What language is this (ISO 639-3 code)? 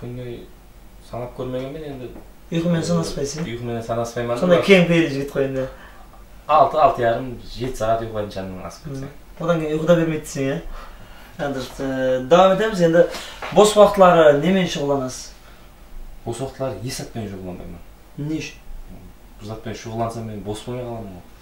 kaa